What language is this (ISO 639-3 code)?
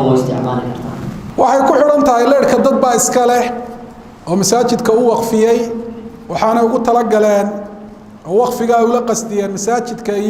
som